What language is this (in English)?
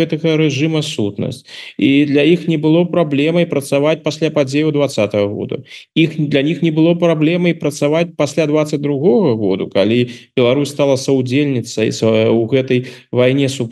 Belarusian